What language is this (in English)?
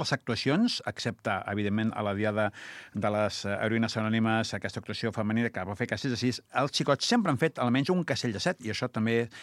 Catalan